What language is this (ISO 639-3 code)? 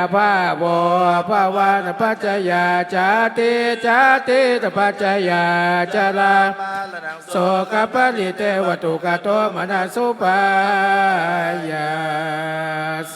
pli